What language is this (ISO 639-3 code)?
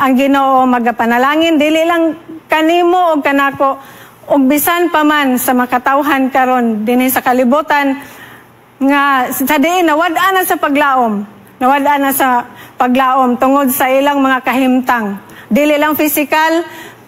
ceb